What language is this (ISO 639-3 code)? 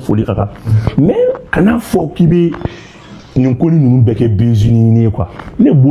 bam